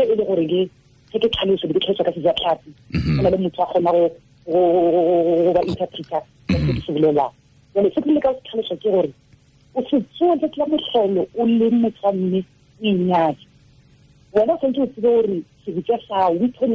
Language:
Tswana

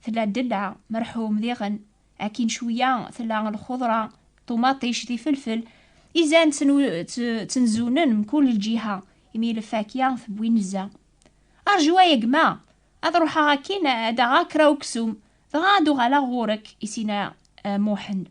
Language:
Kabyle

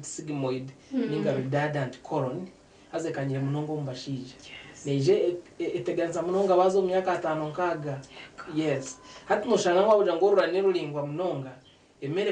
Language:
Nyankole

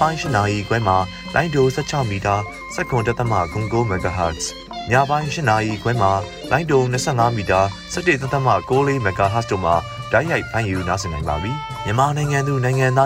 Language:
Burmese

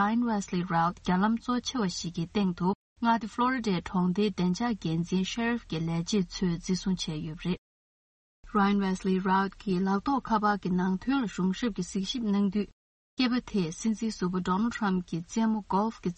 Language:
Tibetan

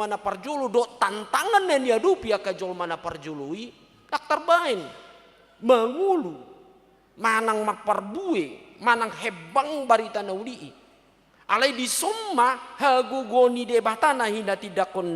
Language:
Batak Toba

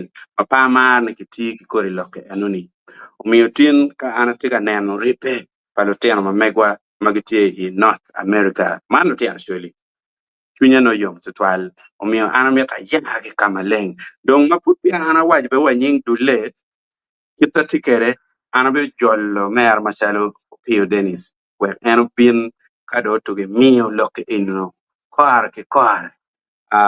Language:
Acoli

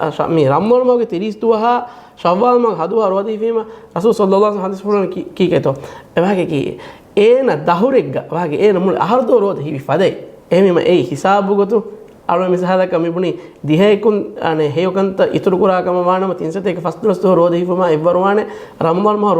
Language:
Divehi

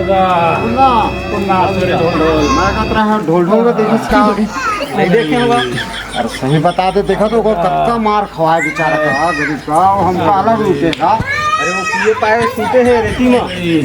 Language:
Chhattisgarhi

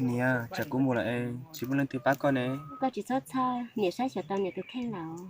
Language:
Hmong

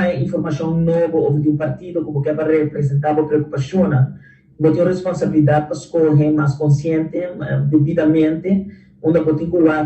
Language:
Papiamento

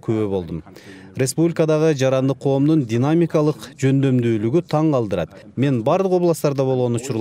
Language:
Kyrgyz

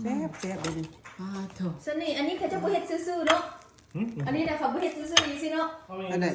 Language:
Lao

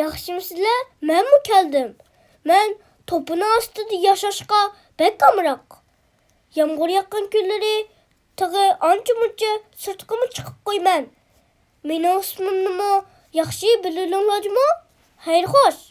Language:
Uyghur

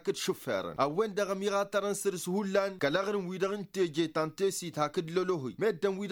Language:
Tamasheq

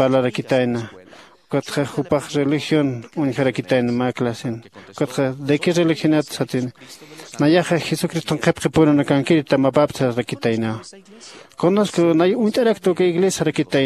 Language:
Aymara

